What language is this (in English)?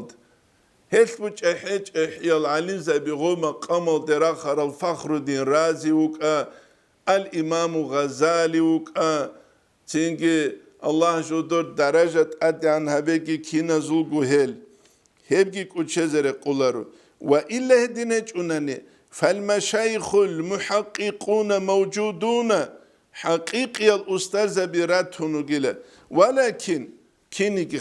Avaric